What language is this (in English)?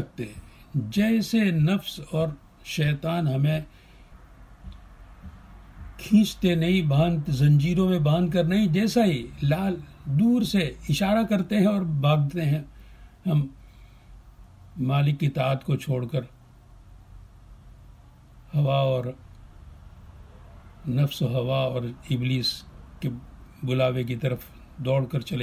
Urdu